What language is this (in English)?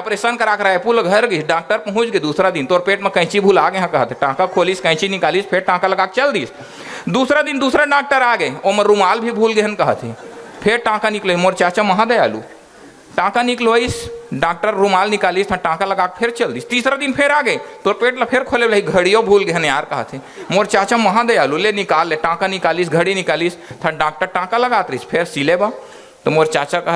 Chhattisgarhi